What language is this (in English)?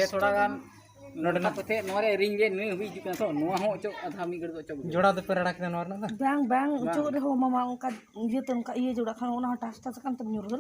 Santali